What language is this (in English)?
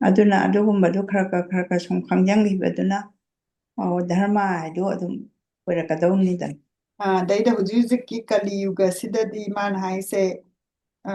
Manipuri